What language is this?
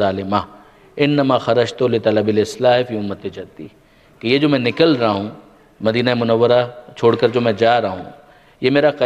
Urdu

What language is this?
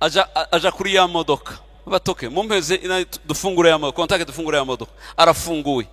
Kinyarwanda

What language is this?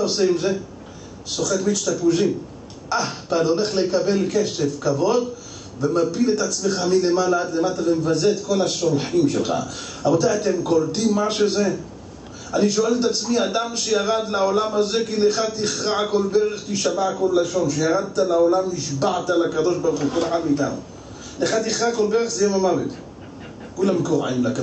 Hebrew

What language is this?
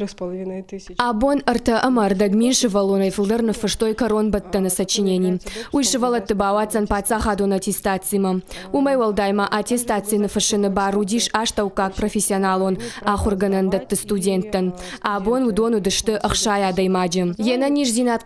Ossetic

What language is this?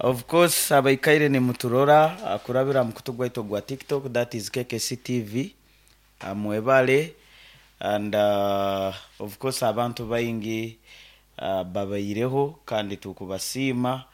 Nyankole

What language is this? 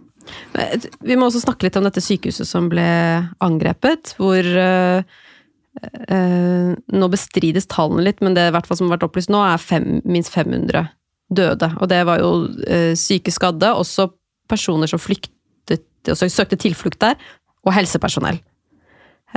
Norwegian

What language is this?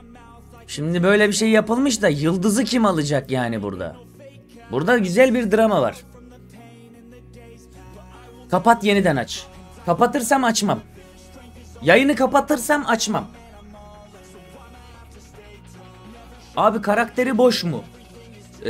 Turkish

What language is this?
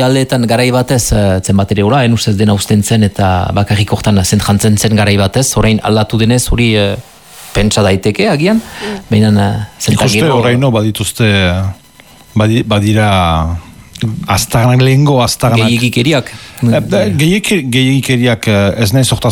Basque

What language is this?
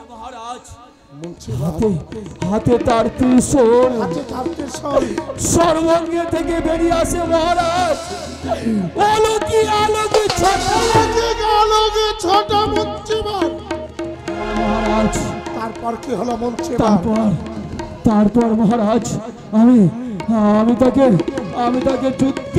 Bangla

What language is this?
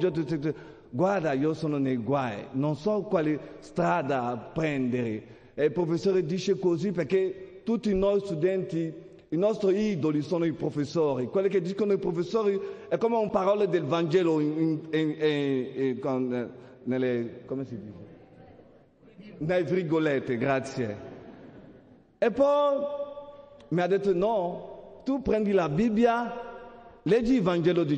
Italian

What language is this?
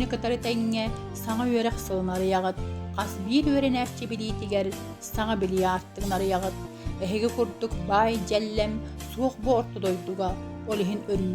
Yakut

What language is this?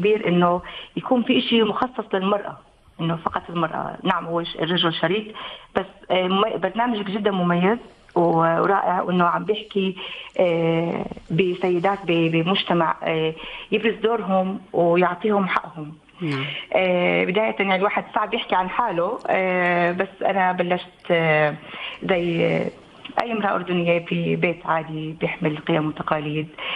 North Levantine Arabic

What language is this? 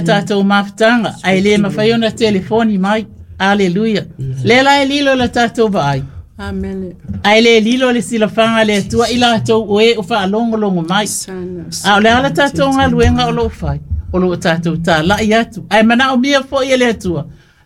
Samoan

